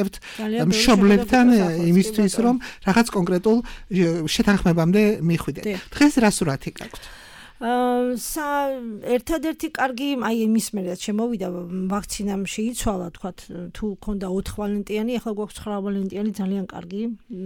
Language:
Georgian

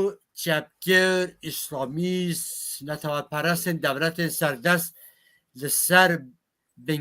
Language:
Kurdish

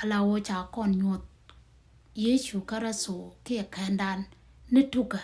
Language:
Nuer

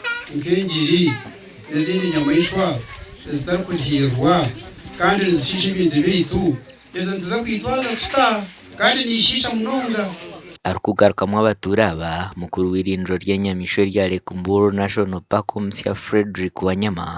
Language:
Nyankole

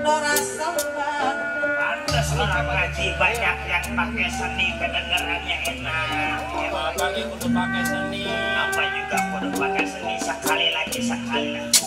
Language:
Betawi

